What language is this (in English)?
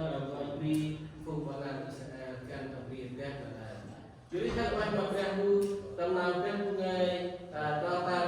Central Mnong